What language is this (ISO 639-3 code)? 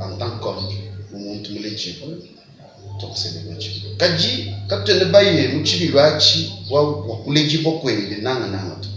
lua